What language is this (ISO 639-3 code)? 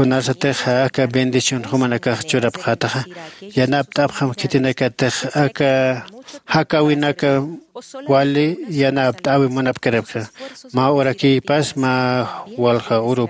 aym